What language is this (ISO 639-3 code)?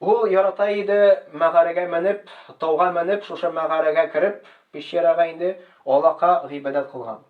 tat